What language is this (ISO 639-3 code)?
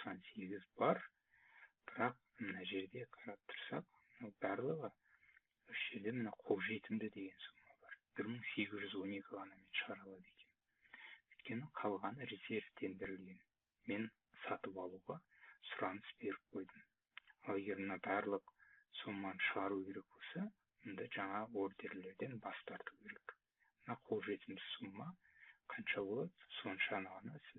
kaz